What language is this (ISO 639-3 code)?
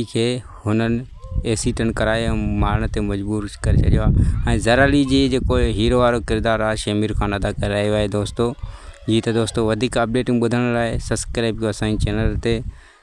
snd